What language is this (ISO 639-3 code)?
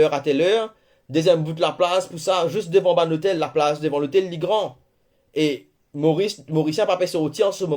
mfe